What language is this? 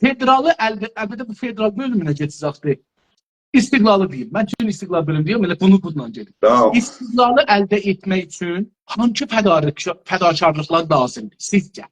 South Azerbaijani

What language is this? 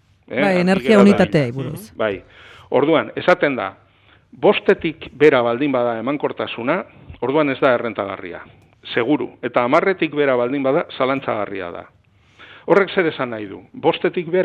Basque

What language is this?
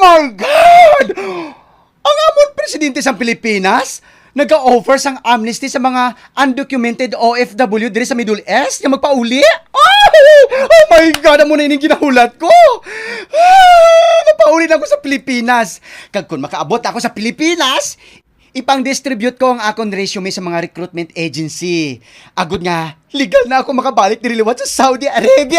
Hiligaynon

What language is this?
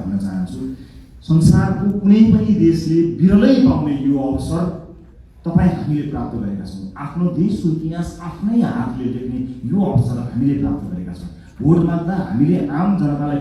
Nepali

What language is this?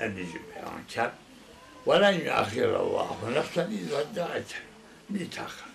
Zaza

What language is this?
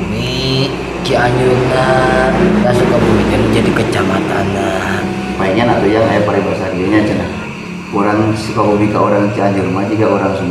Sundanese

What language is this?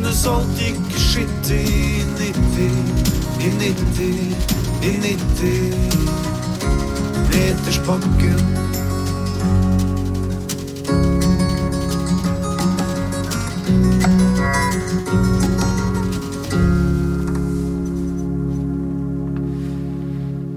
Norwegian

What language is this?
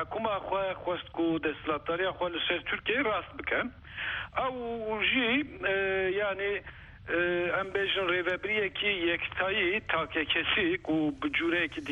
Kurdish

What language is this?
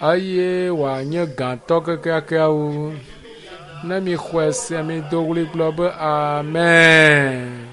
Ewe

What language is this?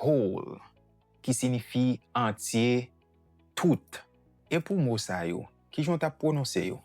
Haitian Creole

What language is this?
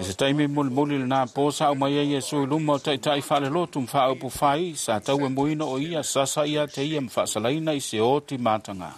Samoan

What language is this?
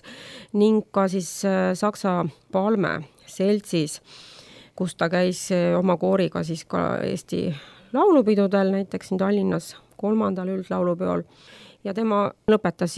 Estonian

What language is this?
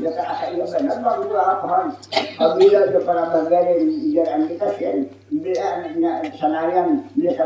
Banjar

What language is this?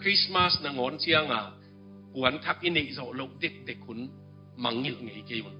Tedim Chin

